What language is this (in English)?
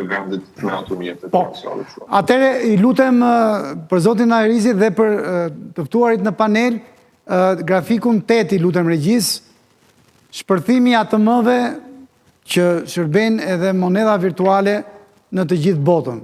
Albanian